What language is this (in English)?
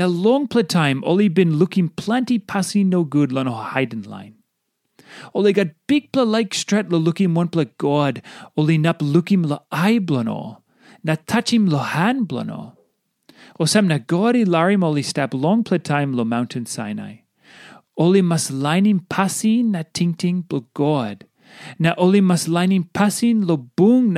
Tok Pisin